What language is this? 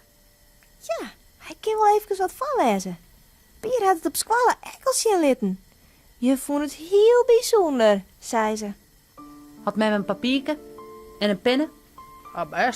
Western Frisian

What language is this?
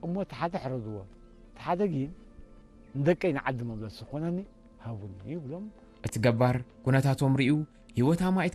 Tigrinya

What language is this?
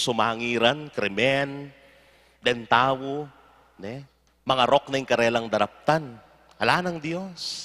Pampanga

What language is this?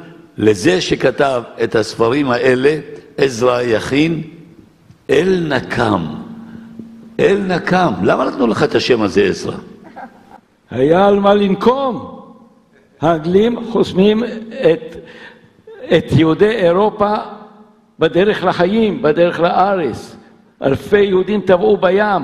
Hebrew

